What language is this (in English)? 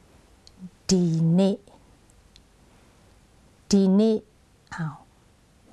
Thai